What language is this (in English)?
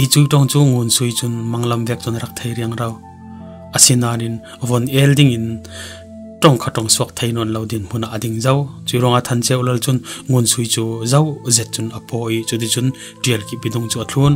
Falam Chin